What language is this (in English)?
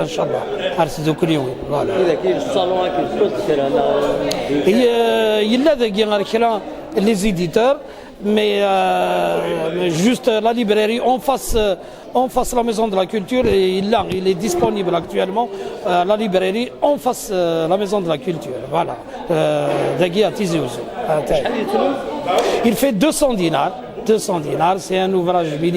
Kabyle